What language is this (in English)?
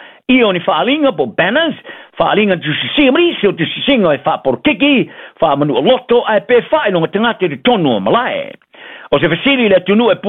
Samoan